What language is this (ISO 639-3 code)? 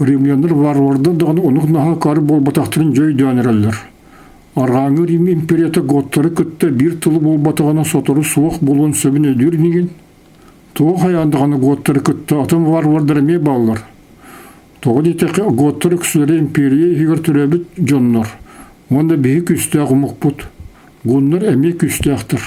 sah